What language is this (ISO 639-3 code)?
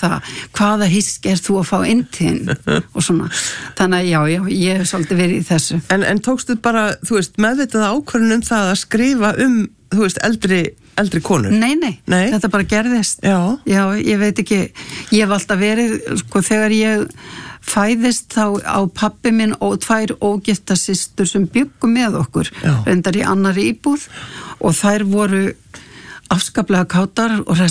isl